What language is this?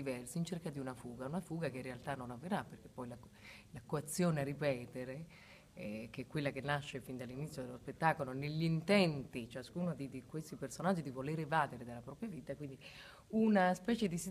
Italian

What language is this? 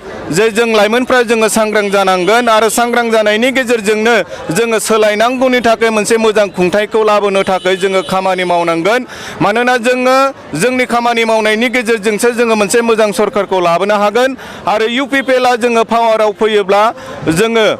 Bodo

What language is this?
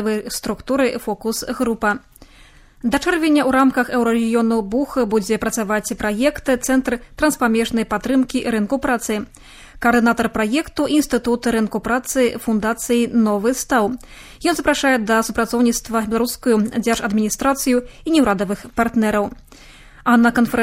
Belarusian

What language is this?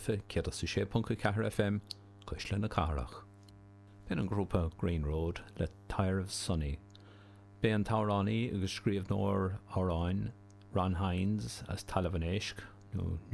Irish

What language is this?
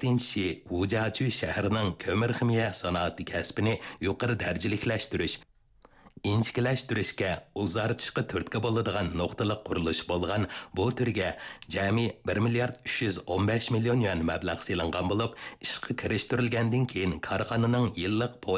Uyghur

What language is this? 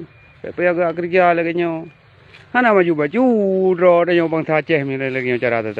Achinese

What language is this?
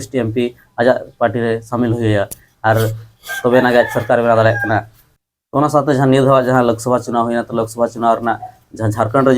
Santali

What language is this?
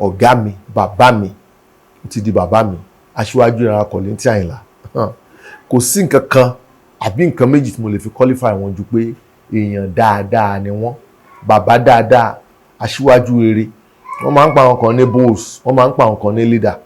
Yoruba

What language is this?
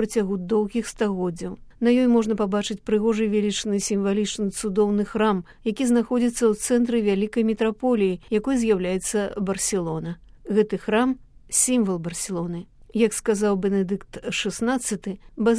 Belarusian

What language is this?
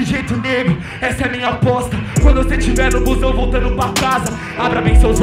Portuguese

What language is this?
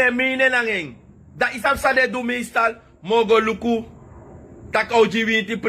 Sranan Tongo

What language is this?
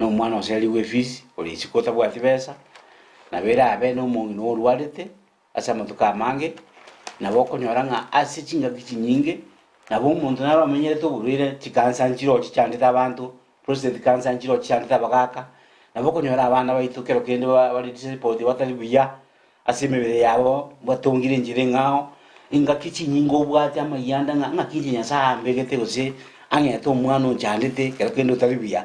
Gusii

